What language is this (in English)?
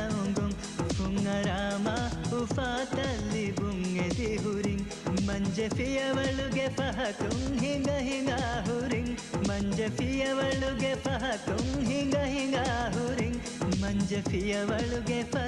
Divehi